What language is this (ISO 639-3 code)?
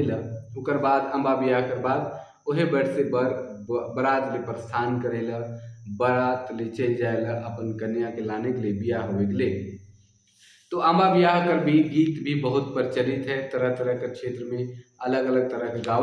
sck